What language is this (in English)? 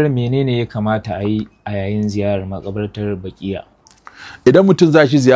Hausa